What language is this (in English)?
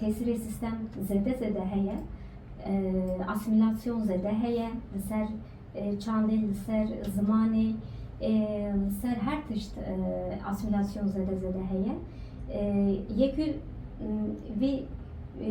Kurdish